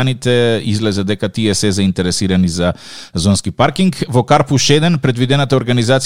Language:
Macedonian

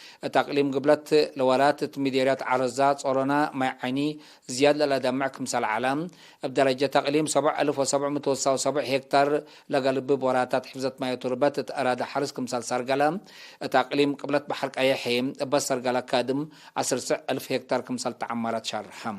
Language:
Tigre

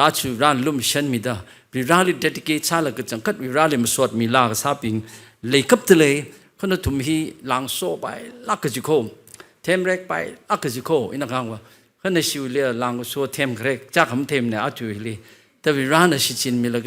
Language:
Tangkhul Naga (India)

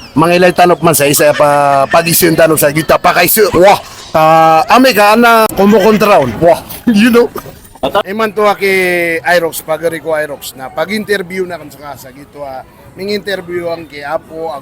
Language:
Maranao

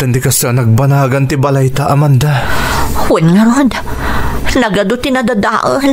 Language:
Iloko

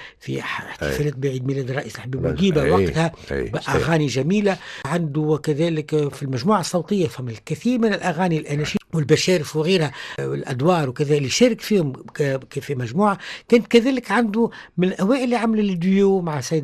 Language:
Tunisian Arabic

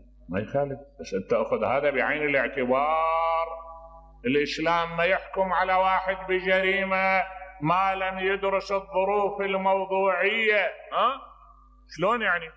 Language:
Mesopotamian Arabic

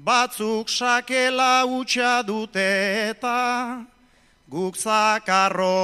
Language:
Basque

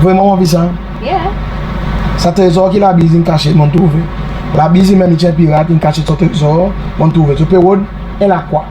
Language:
Seselwa Creole French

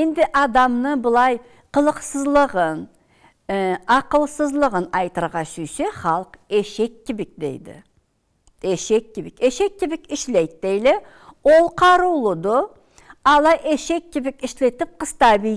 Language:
Karachay-Balkar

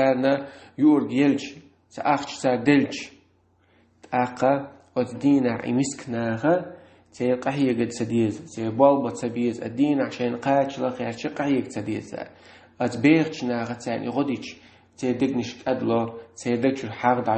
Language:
Chechen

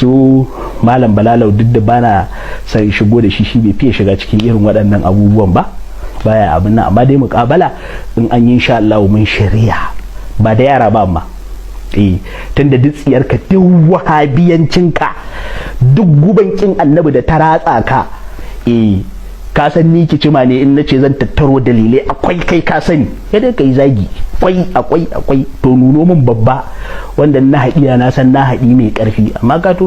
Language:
Hausa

